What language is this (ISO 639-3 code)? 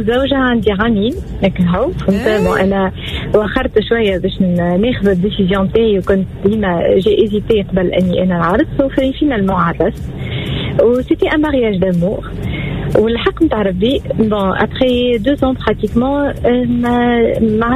aeb